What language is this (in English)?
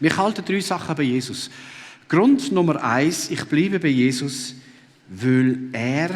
Swiss German